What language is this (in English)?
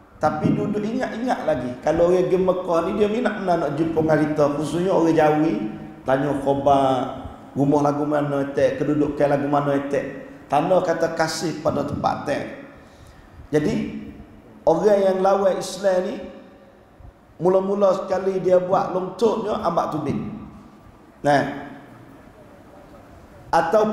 Malay